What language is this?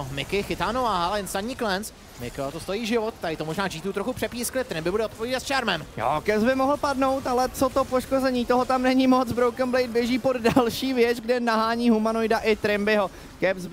Czech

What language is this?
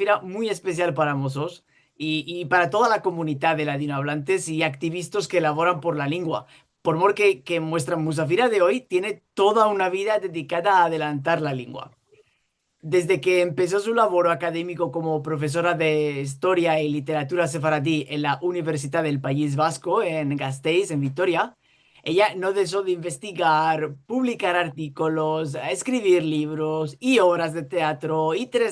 Ladino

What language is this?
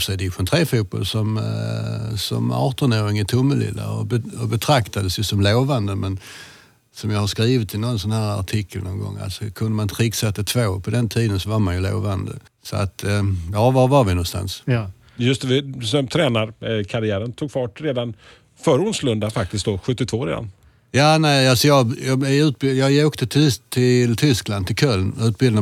Swedish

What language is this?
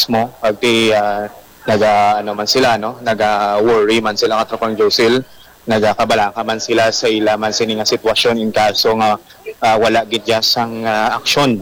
Hiligaynon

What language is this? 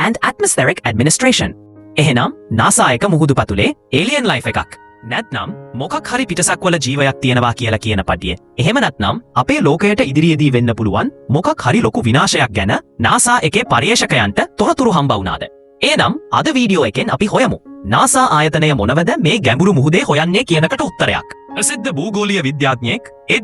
Sinhala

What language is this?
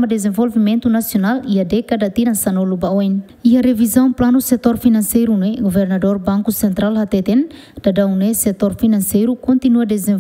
Tetum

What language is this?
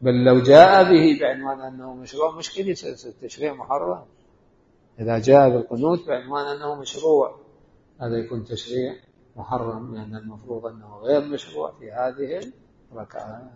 Mesopotamian Arabic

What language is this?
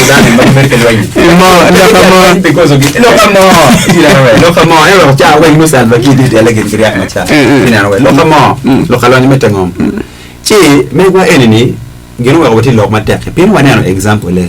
Acoli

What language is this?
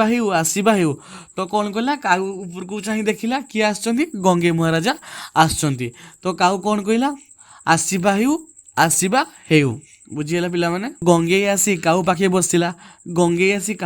Odia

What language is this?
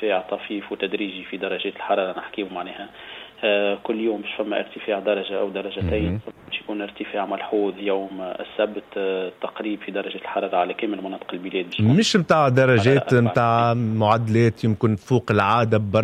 Tunisian Arabic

